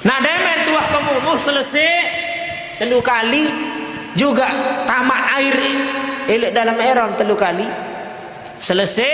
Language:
Sasak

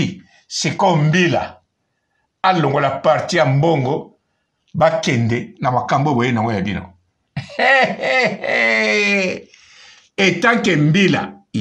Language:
Lingala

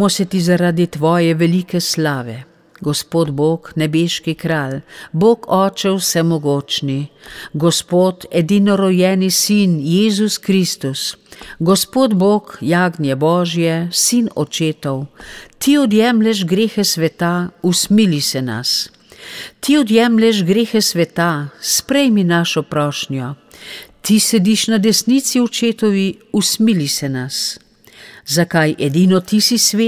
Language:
Slovenian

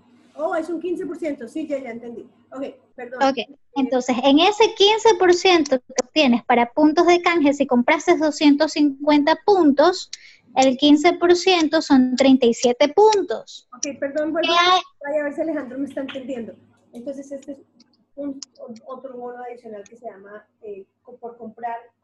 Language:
Spanish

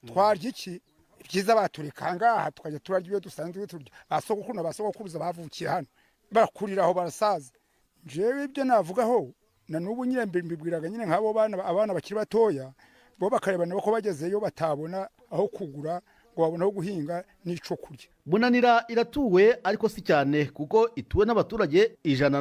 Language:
Kinyarwanda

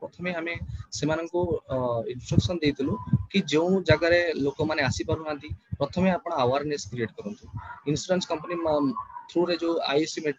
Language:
Odia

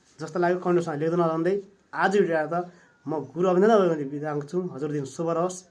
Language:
Nepali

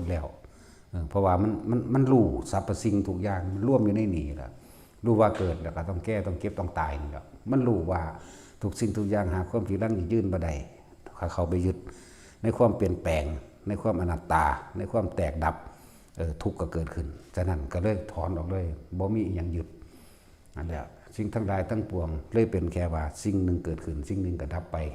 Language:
Northeastern Thai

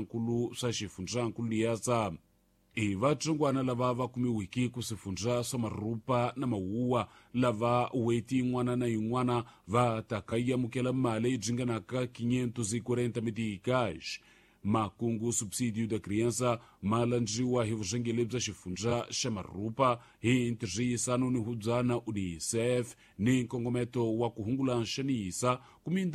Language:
Tsonga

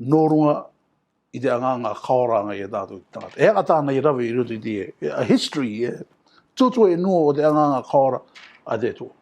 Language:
Rarotongan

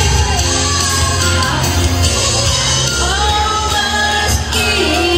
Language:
Malay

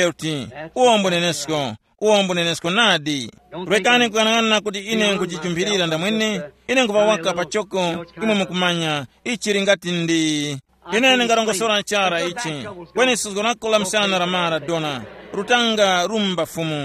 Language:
Tumbuka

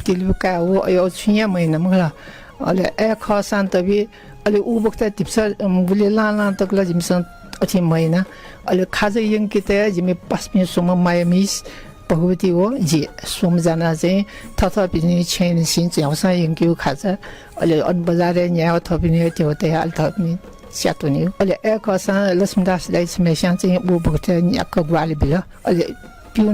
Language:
Newari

